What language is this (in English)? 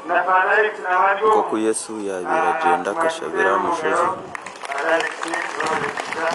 Nyankole